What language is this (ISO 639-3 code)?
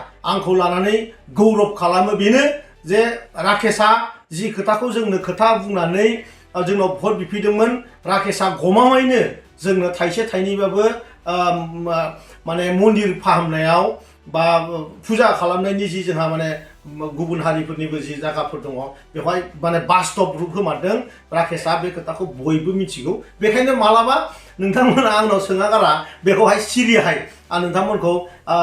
brx